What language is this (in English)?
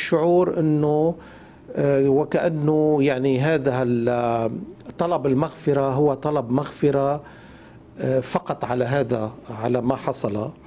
North Levantine Arabic